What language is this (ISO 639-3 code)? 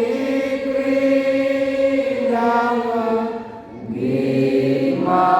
btx